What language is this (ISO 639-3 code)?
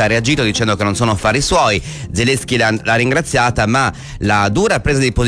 ita